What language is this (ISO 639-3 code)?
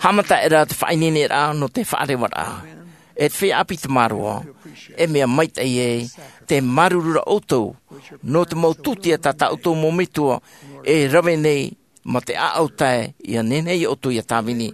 tah